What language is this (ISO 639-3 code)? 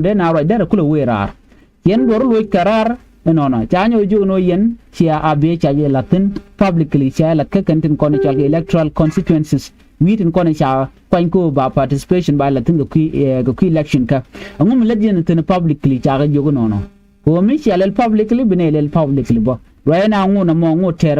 nus